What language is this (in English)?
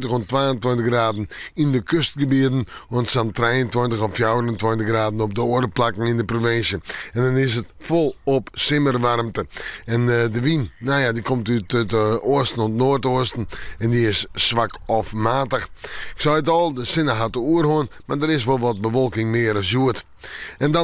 Western Frisian